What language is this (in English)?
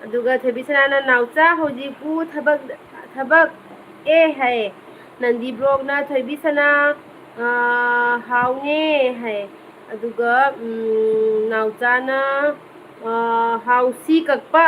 Manipuri